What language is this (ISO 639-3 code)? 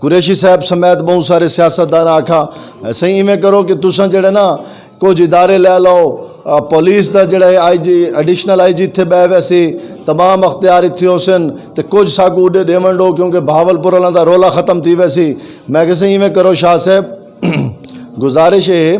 skr